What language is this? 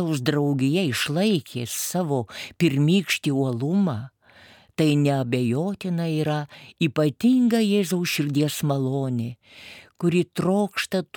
Lithuanian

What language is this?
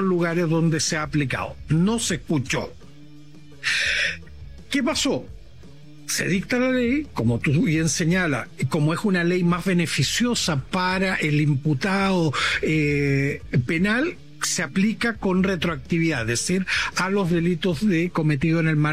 Spanish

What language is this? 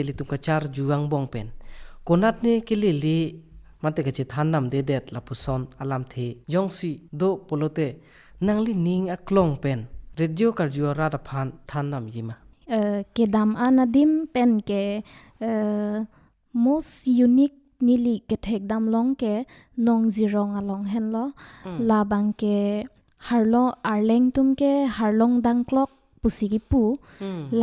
Karbi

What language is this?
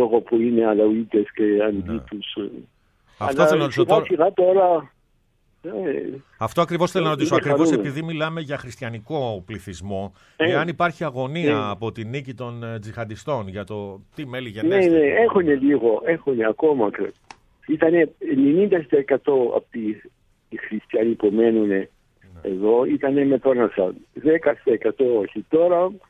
Greek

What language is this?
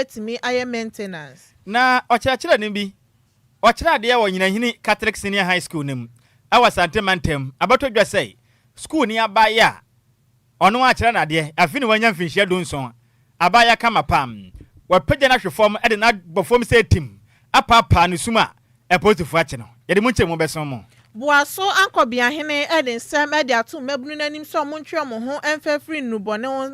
Akan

